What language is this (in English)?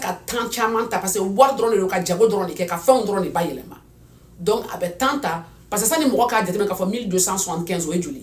Bambara